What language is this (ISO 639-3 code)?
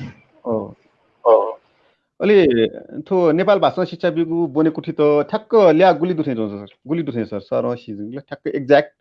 new